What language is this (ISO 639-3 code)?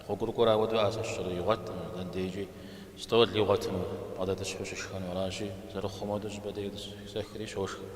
kbd